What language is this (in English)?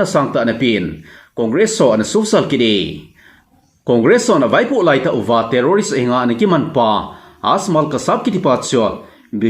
Thado Chin